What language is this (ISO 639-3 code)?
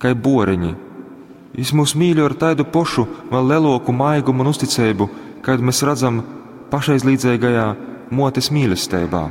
ltg